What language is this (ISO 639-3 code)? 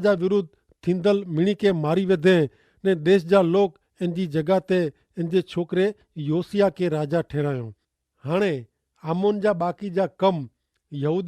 kfr